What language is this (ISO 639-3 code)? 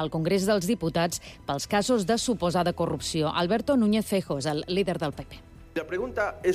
cat